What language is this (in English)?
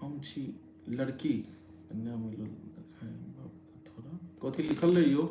Maithili